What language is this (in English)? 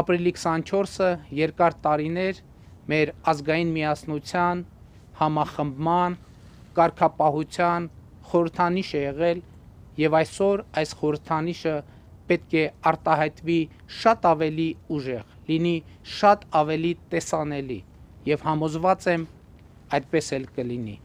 Armenian